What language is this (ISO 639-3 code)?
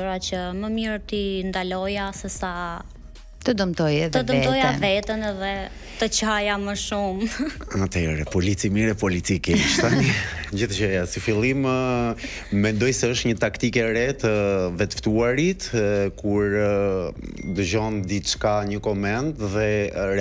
sqi